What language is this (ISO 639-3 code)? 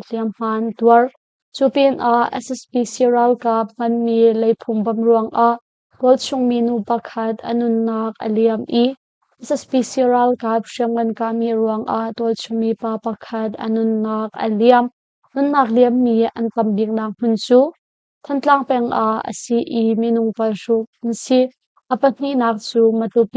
cnh